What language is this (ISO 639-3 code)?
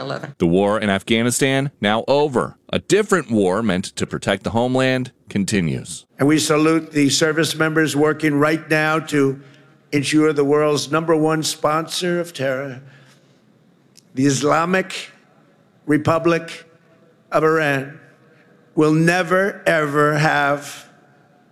eng